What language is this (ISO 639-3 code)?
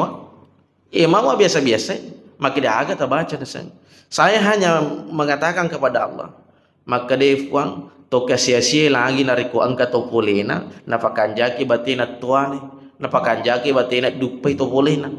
bug